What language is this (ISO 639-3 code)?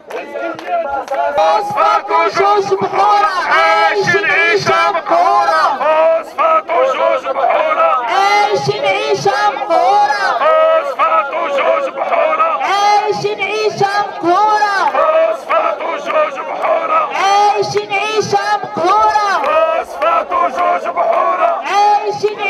ary